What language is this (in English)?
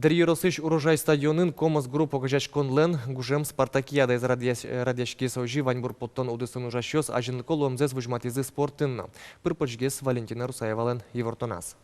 Udmurt